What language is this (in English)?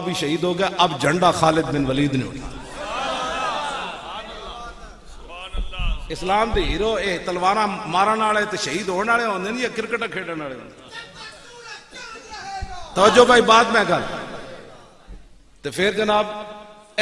Western Panjabi